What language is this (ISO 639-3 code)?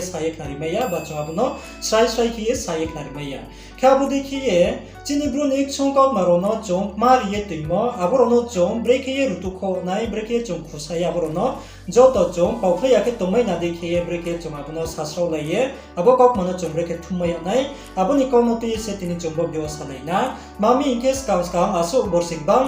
ria